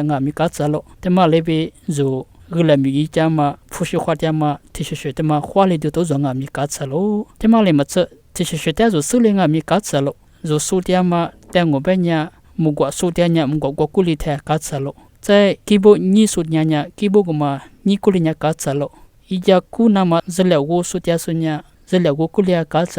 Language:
Lisu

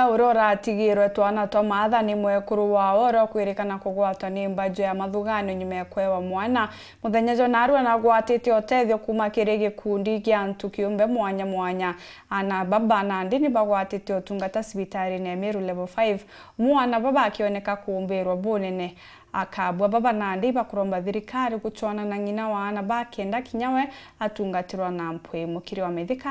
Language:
Meru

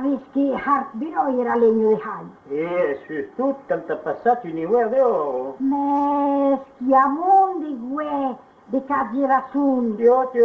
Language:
Occitan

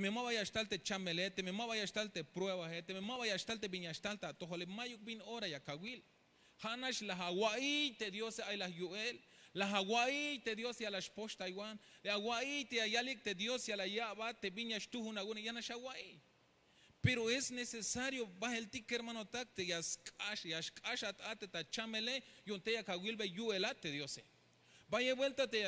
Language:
Tzeltal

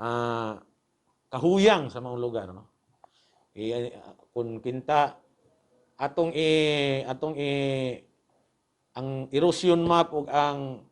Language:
Cebuano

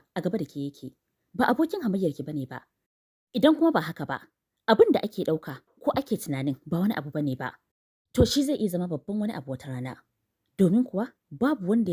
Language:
Hausa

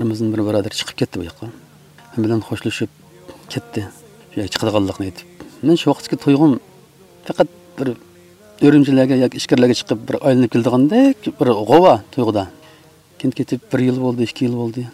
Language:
Uyghur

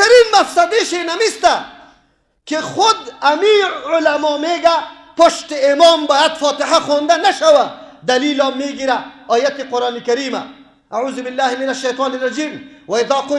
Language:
Persian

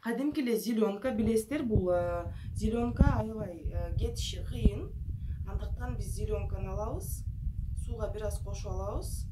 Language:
Kyrgyz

